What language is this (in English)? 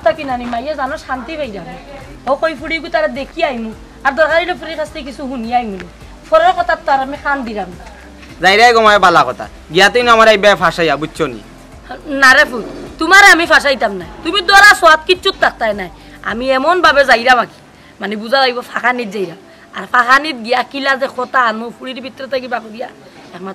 Sylheti